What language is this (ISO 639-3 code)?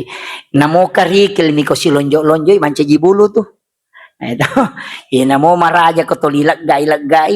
bug